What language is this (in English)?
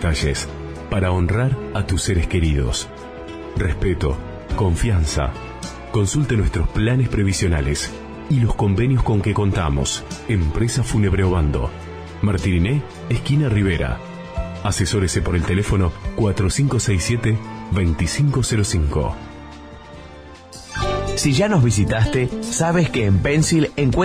Spanish